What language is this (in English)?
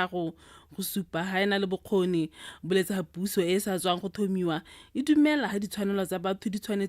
Tswana